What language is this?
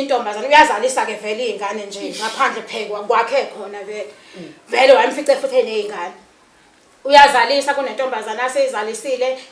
Zulu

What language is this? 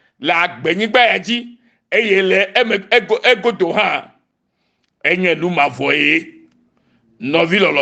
Ewe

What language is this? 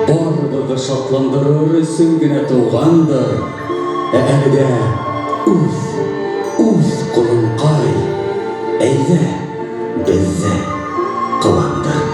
Bashkir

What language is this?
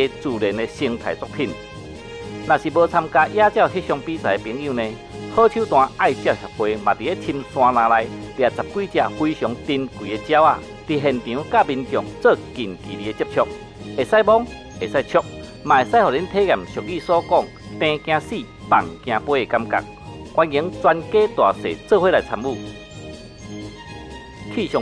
Min Nan Chinese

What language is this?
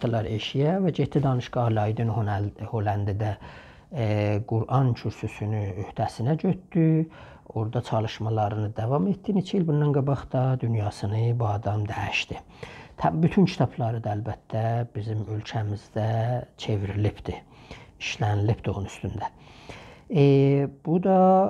South Azerbaijani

